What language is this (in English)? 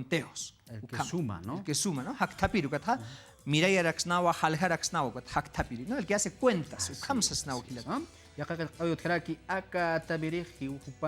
Aymara